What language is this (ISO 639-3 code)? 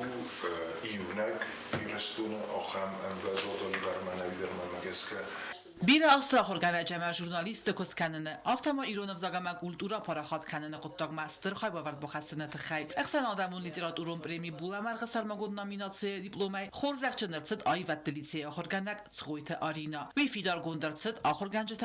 oss